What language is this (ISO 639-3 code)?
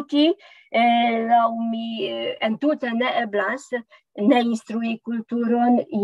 epo